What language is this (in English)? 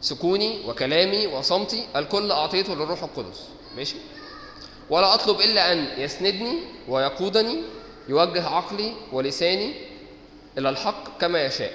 Egyptian Arabic